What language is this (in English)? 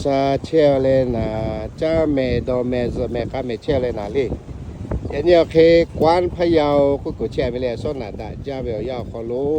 Lahu